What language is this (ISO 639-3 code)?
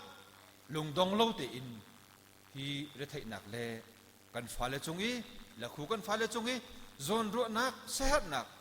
cnh